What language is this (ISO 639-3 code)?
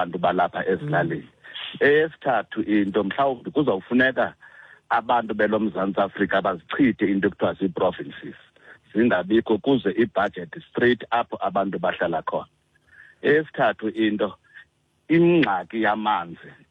xho